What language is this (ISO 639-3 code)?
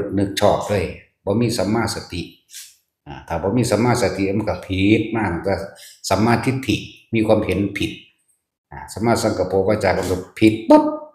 tts